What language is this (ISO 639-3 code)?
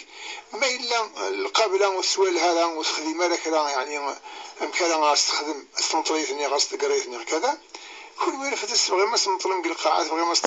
kab